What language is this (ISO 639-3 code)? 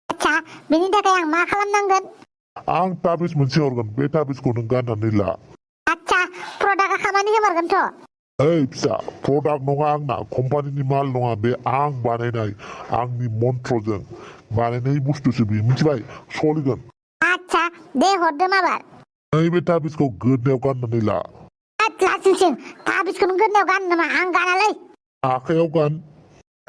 brx